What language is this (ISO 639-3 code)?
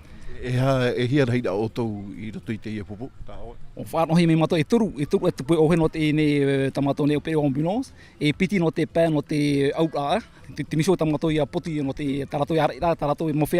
tah